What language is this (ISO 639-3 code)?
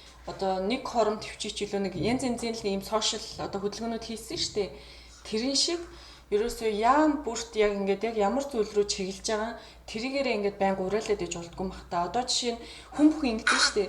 mon